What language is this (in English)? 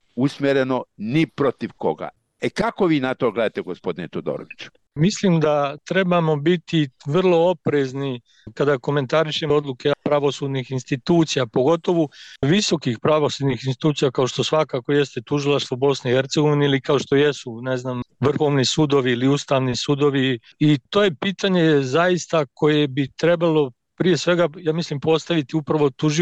Bosnian